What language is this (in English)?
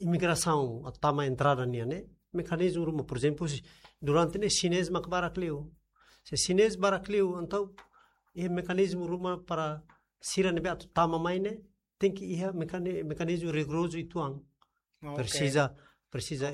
Tetum